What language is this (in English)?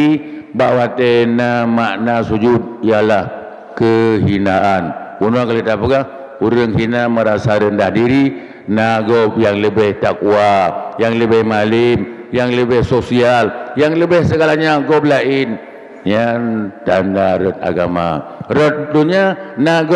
Achinese